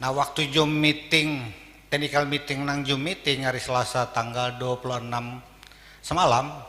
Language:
Banjar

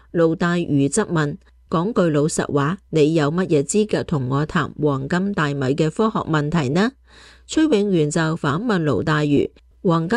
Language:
Cantonese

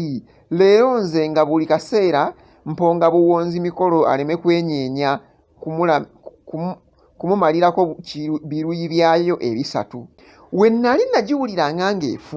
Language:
Ganda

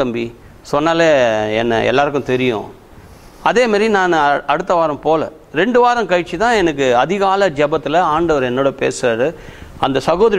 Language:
Tamil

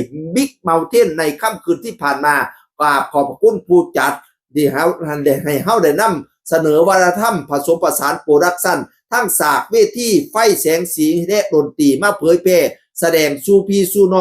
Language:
Northeastern Thai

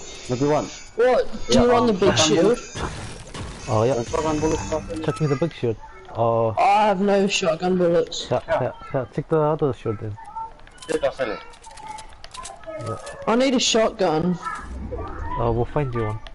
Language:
English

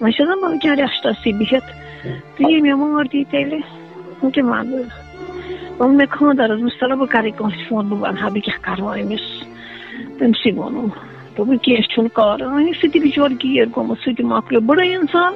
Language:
Kashmiri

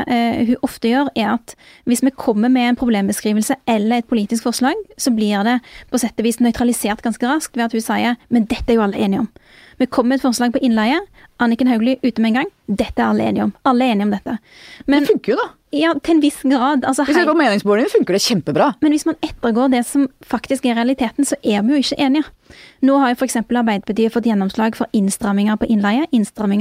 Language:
Norwegian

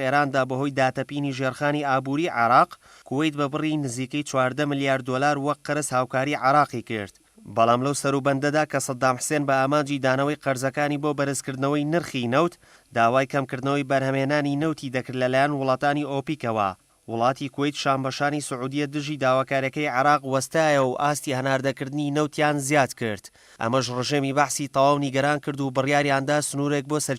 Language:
Central Kurdish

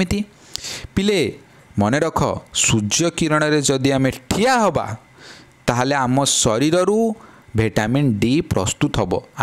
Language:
Odia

